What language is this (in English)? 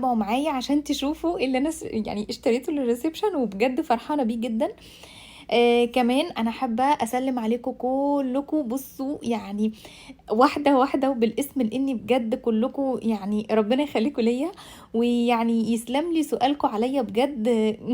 Egyptian Arabic